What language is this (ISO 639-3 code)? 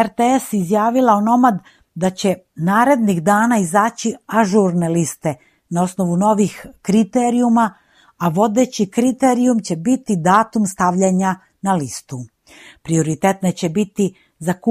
srp